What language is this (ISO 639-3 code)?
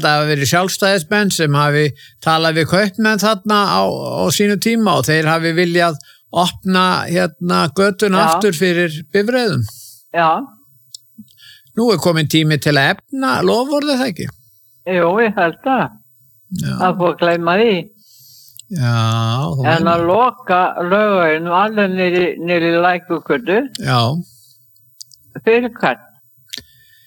isl